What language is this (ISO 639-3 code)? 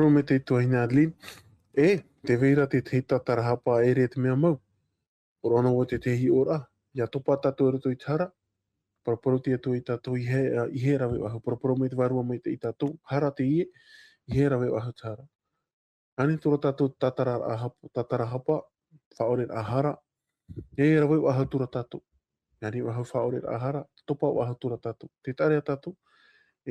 tah